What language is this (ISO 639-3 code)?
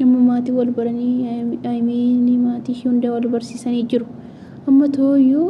orm